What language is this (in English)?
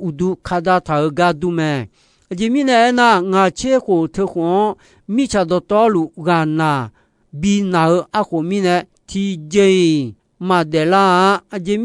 Akha